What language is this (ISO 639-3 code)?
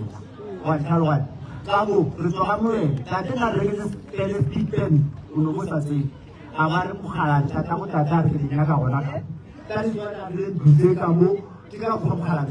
nso